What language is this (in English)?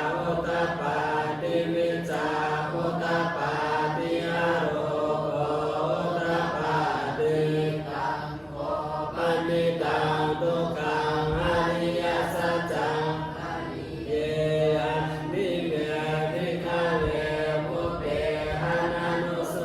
Pali